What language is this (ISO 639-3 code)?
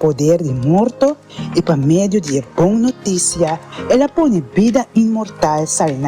pap